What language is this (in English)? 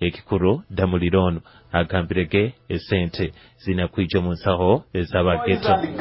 Nyoro